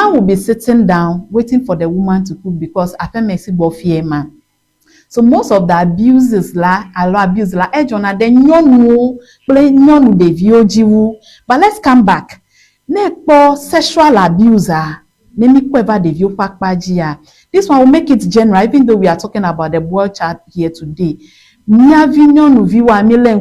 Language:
Ewe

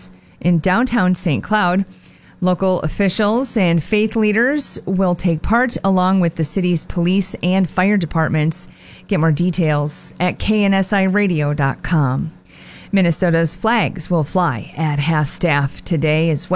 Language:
English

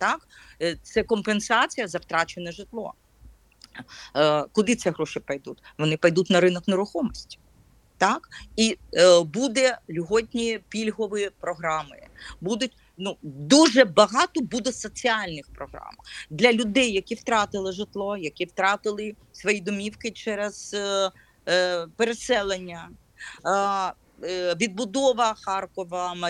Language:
Ukrainian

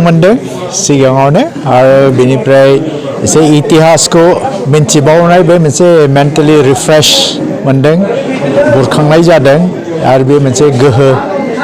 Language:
Bodo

